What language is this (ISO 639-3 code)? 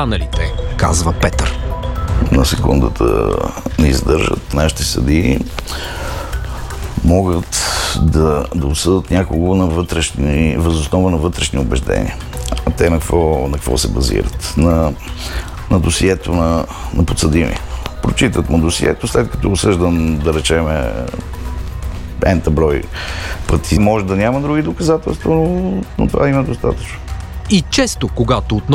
bul